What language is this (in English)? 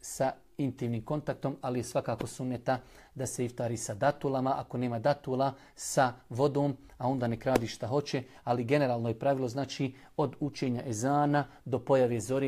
Bosnian